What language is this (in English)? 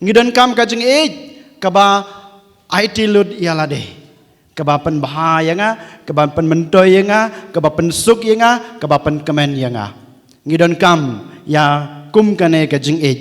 Khasi